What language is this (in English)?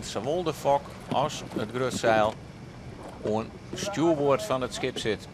Western Frisian